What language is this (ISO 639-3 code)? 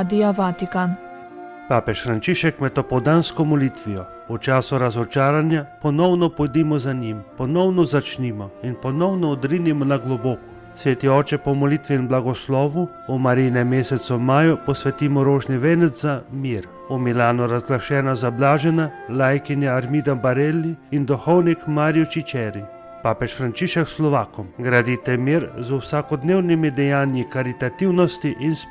slv